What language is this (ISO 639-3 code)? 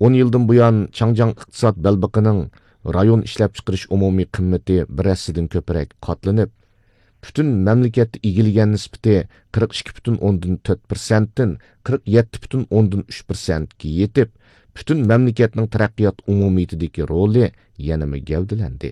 uig